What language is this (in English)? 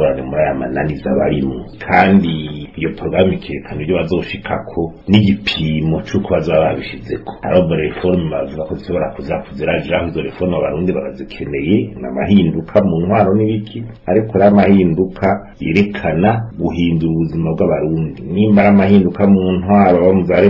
Rundi